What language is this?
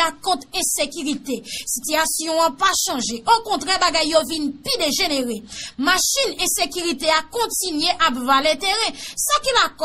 Haitian Creole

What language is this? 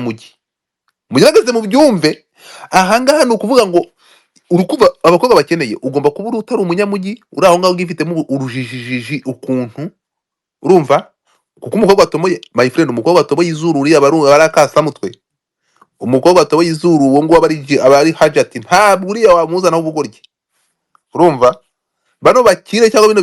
Kinyarwanda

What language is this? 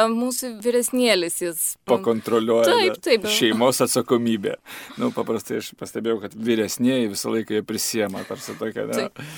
Lithuanian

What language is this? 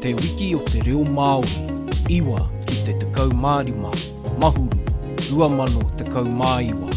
Māori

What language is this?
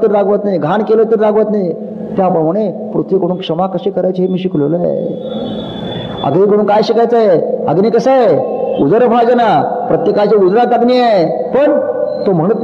Marathi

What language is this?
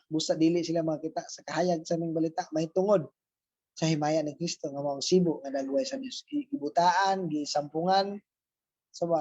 Cebuano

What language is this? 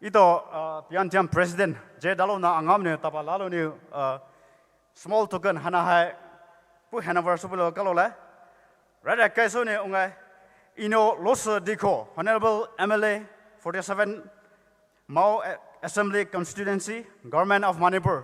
Poumei Naga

